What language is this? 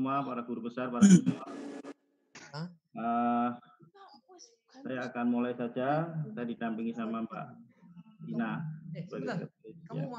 Indonesian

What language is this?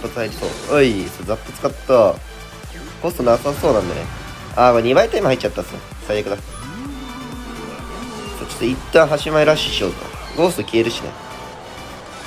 Japanese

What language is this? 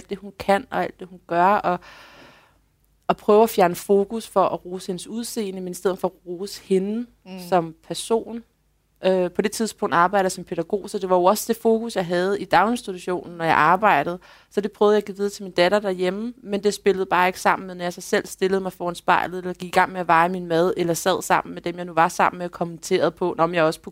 Danish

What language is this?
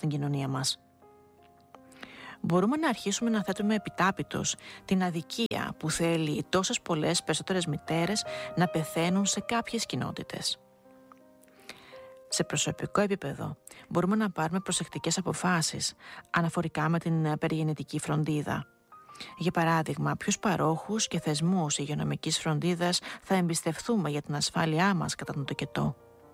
Greek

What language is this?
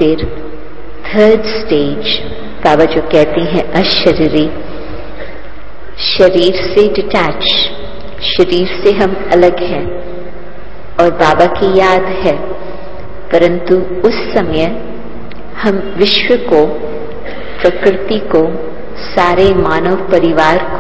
Hindi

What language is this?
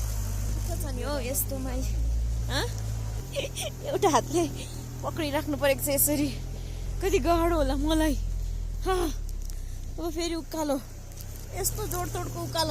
Nepali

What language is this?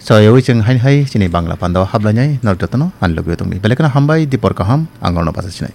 Kok Borok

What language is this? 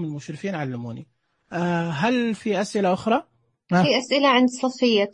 Najdi Arabic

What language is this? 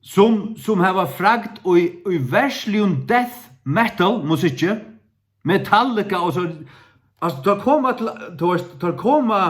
Faroese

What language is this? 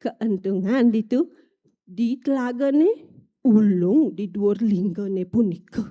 Balinese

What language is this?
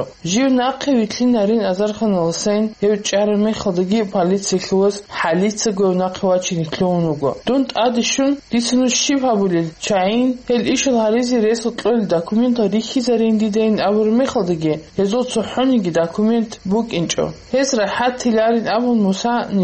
Avaric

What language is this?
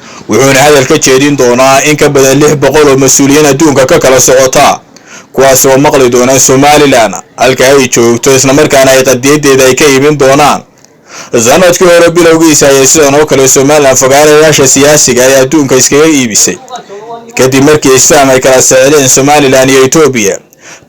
Somali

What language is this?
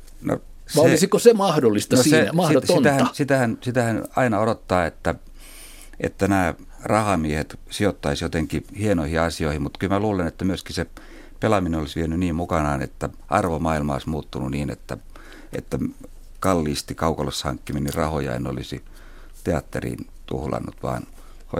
Finnish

